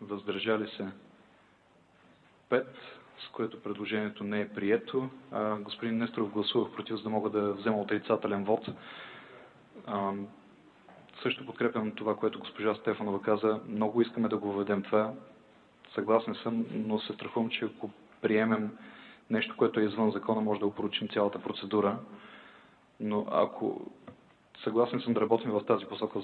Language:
Bulgarian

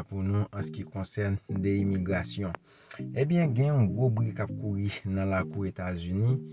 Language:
Haitian Creole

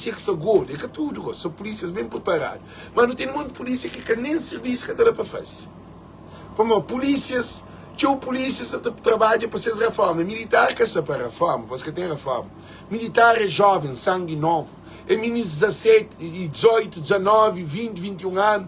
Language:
Kabuverdianu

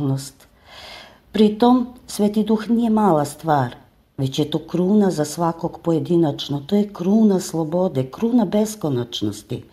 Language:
Croatian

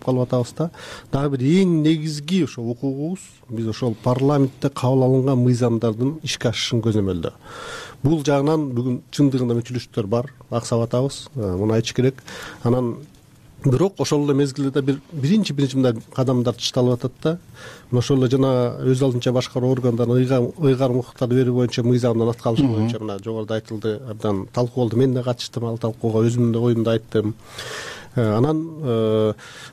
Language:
Kyrgyz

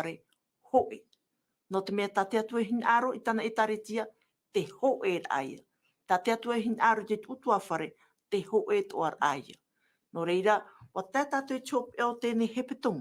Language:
Tahitian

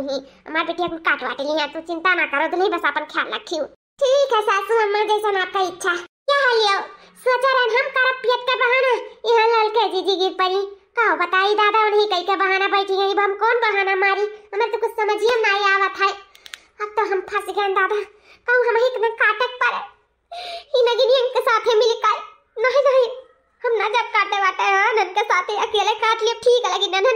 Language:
Awadhi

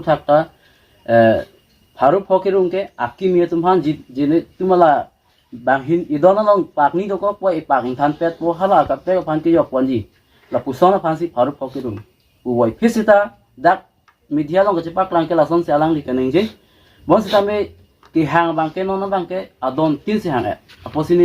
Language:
Karbi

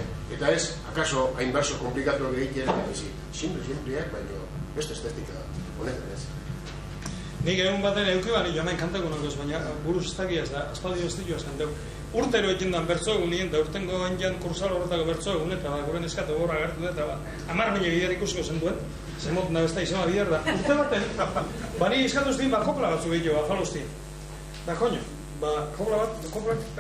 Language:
Basque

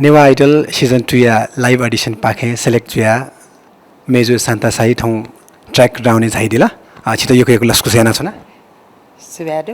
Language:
Newari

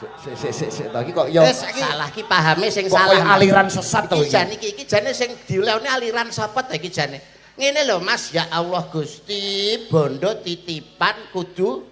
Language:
Javanese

